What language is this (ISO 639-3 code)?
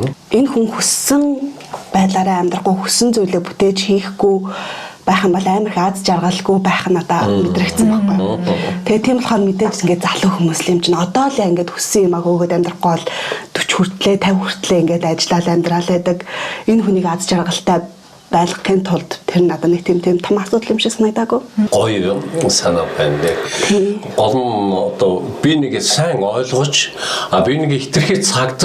mon